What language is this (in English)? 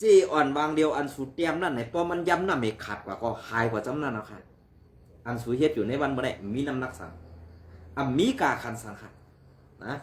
Shan